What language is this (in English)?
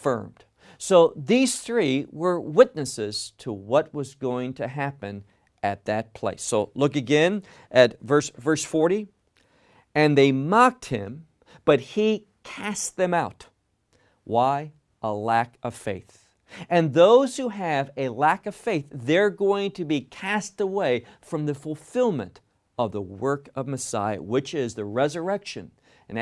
English